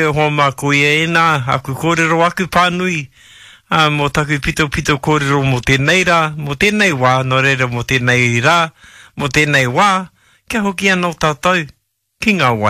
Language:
Māori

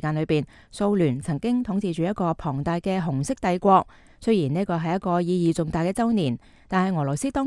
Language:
Cantonese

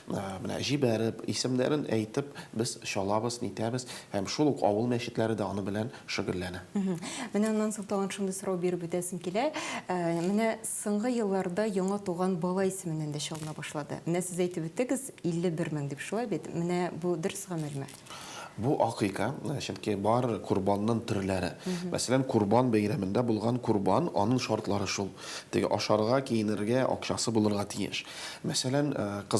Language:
Tatar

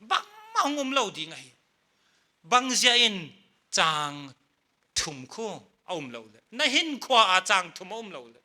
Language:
Paite Chin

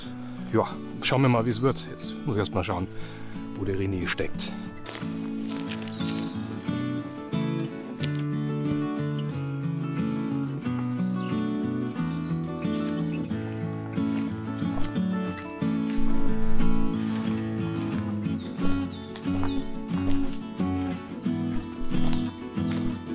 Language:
German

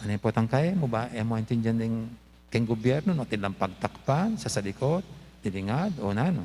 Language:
Pampanga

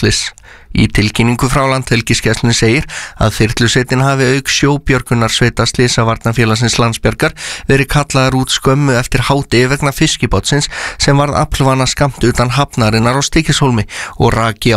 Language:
Icelandic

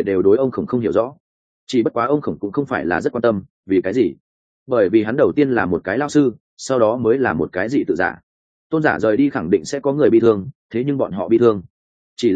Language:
Vietnamese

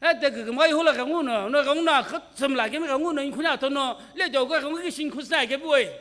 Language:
Sumi Naga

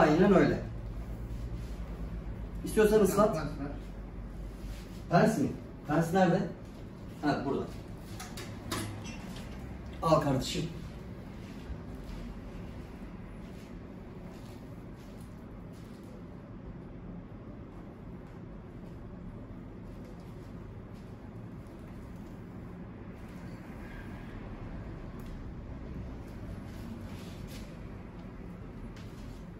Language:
Turkish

